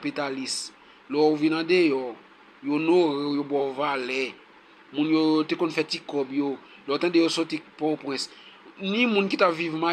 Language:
Haitian Creole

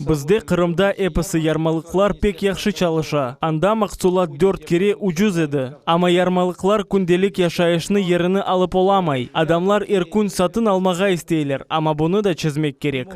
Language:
Crimean Tatar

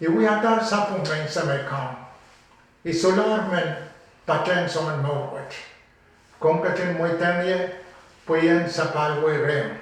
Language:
Pohnpeian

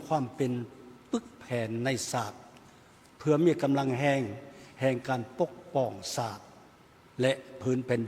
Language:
Lao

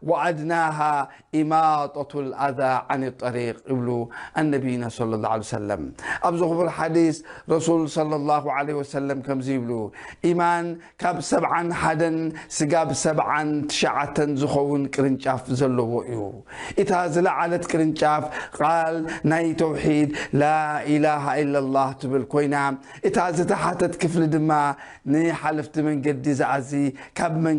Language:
Tigrinya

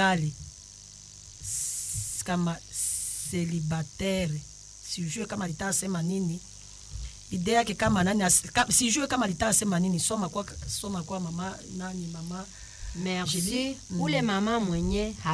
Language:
Swahili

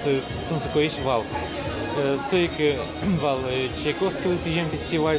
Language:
Udmurt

